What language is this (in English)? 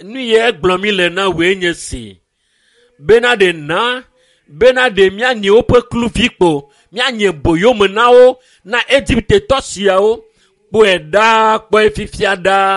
Ewe